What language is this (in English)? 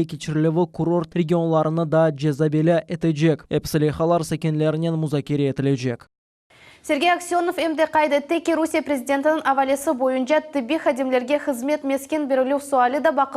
Crimean Tatar